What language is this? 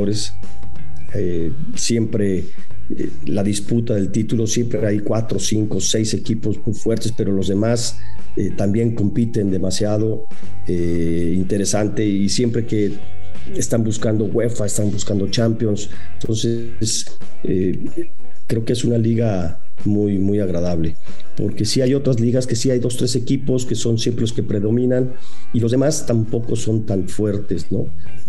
Spanish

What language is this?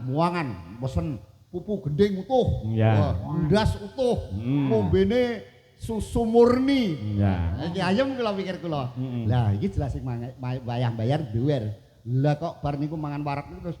Javanese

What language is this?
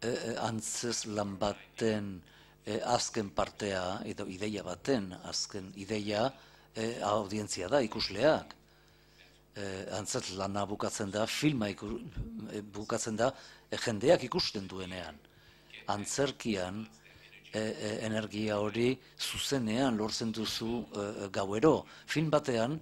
Basque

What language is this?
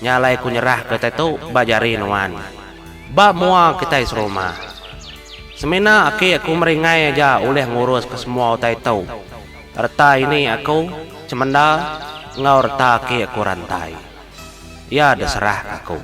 Iban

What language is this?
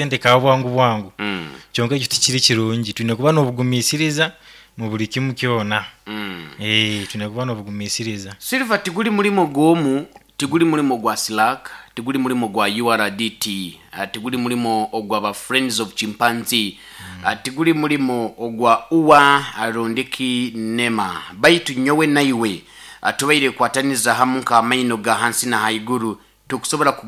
Nyoro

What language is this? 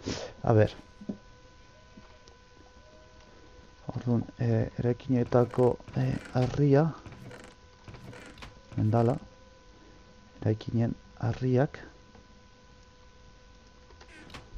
Basque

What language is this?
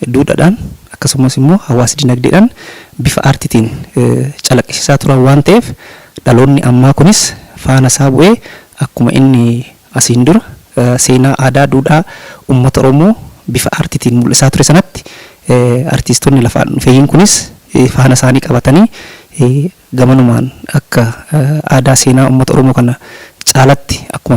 Oromo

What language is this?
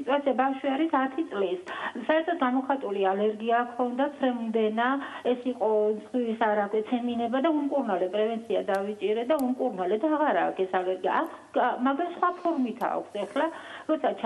Georgian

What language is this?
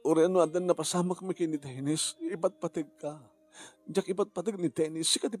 Iloko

